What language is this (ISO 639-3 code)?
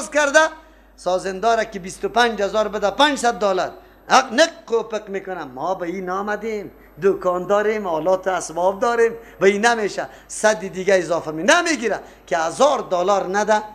fas